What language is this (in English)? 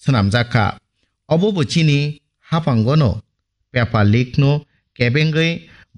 Kok Borok